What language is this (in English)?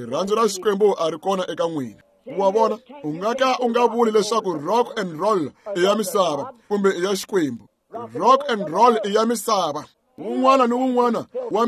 Tsonga